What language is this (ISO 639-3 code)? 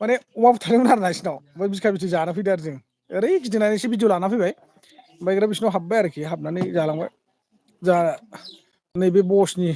brx